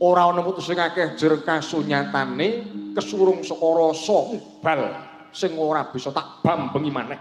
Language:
Javanese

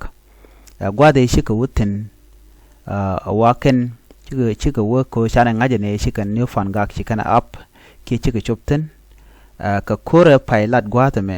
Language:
Nuer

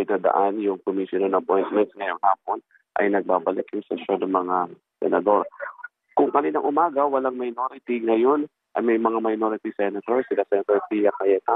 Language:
Filipino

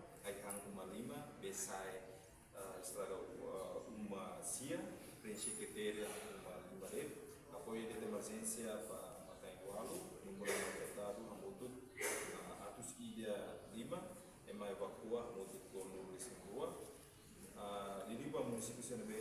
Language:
Tetum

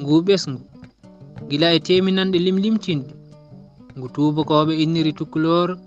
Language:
Fula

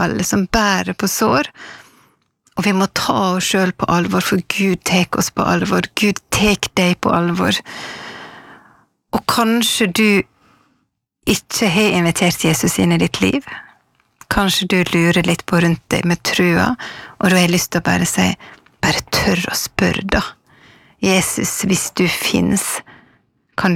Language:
Norwegian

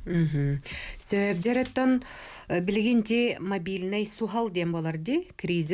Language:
Yakut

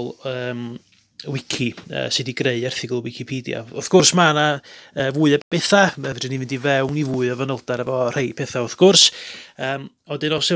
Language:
Welsh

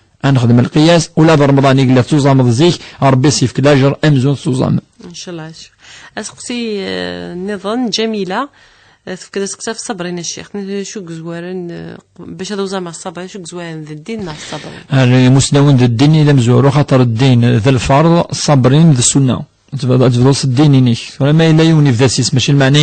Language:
Kabyle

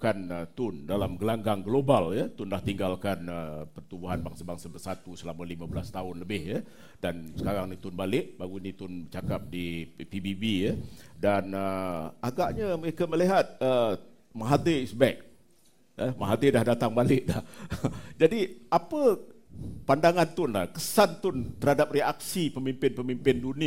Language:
Malay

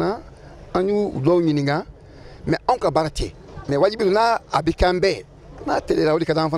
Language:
Bambara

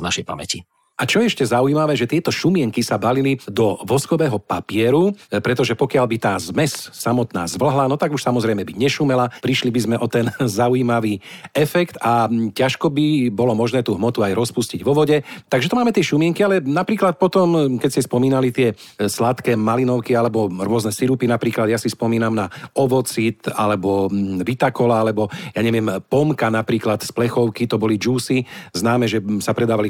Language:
Slovak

